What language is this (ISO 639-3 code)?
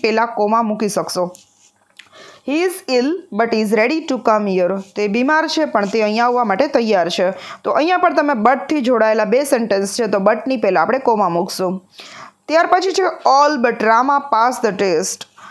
guj